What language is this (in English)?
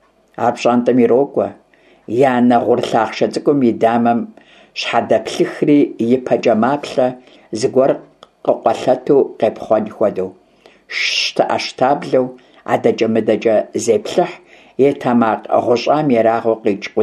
Kabardian